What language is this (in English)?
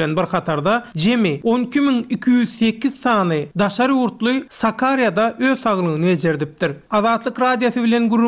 Turkmen